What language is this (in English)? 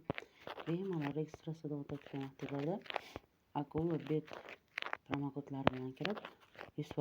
Uzbek